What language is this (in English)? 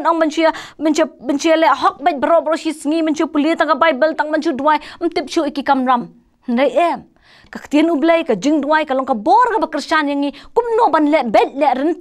Khasi